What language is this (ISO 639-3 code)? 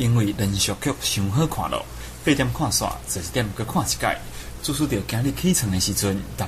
nan